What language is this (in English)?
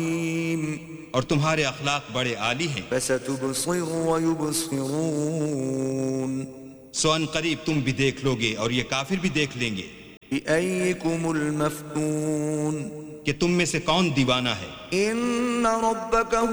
Urdu